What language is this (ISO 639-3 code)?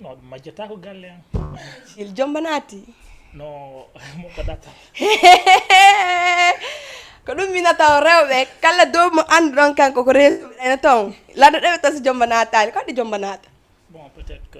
ful